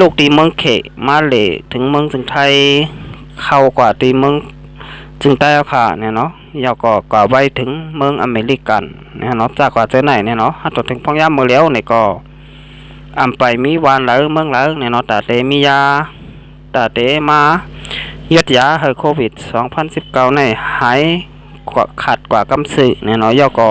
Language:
Shan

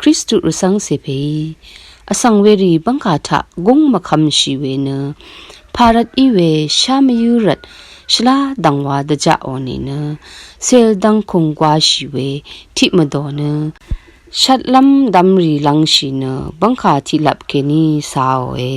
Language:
Rawang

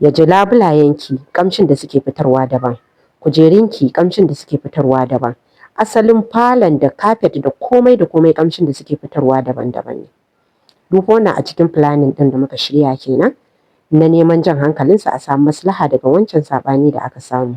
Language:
Hausa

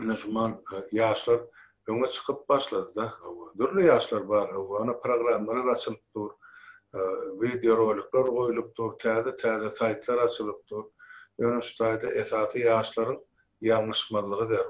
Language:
Turkmen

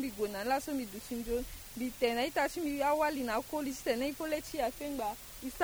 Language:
Sango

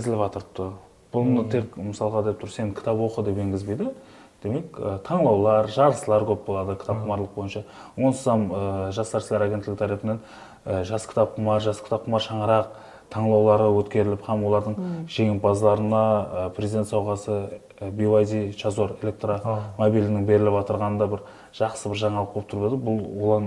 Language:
Kara-Kalpak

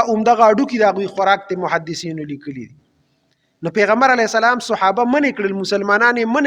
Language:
Pashto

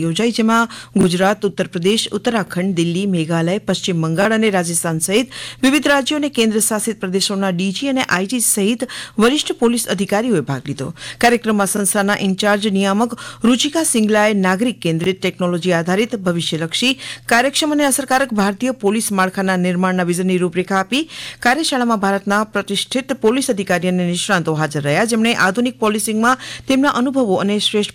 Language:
Gujarati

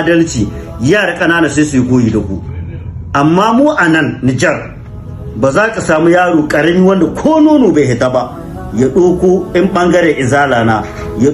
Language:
Hausa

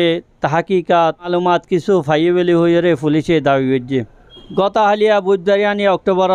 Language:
Rohingya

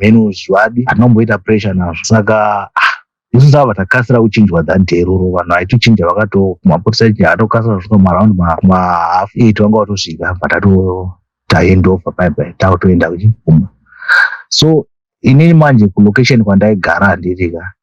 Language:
Shona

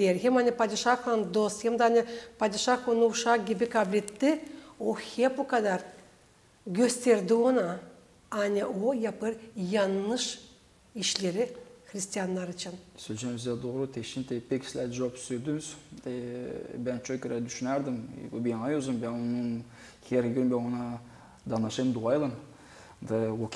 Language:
Gagauz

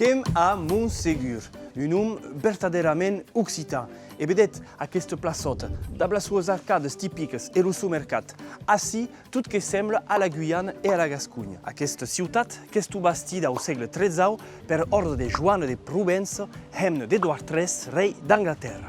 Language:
Occitan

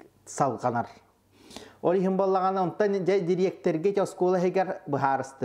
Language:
Yakut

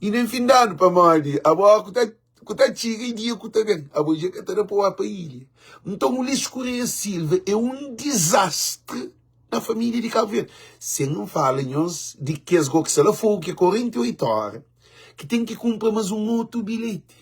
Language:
Kabuverdianu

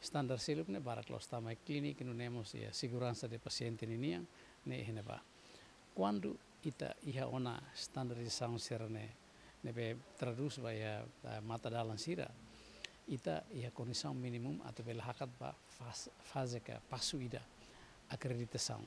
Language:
Tetum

